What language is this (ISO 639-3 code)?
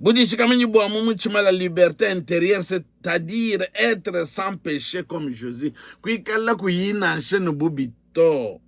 lua